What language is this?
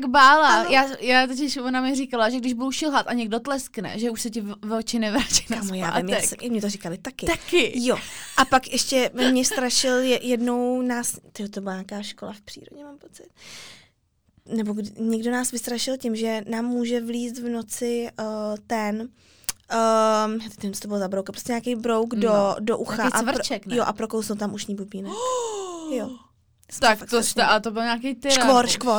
Czech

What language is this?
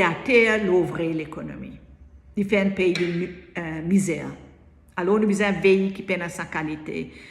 Morisyen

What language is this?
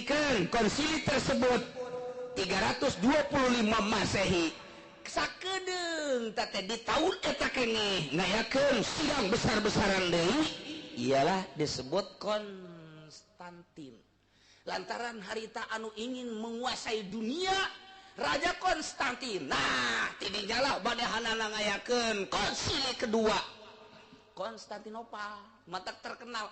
Sundanese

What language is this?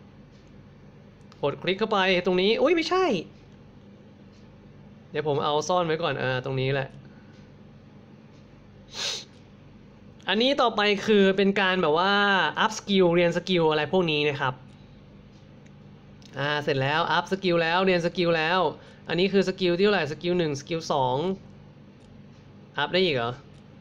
Thai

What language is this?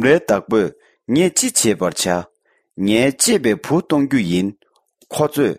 Tibetan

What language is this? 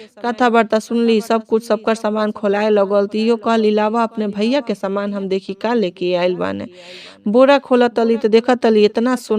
Bhojpuri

